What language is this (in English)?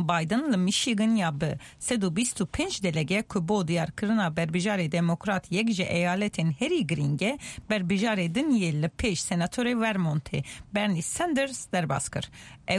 Kurdish